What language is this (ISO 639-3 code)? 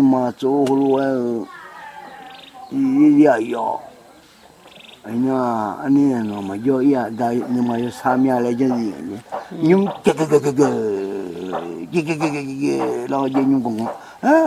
vie